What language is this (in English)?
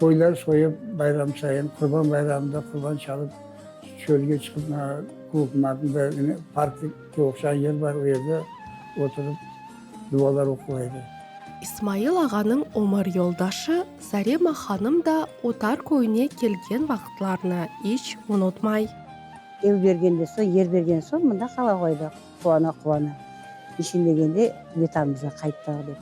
Crimean Tatar